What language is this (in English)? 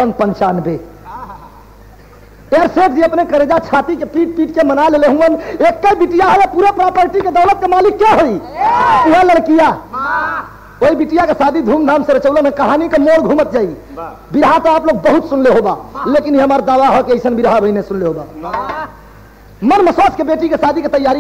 Bhojpuri